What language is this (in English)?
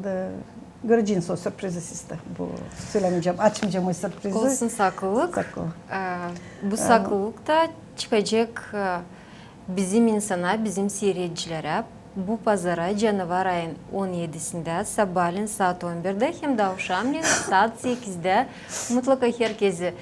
Gagauz